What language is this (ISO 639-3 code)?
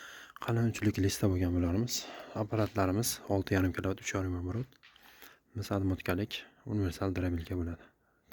uzb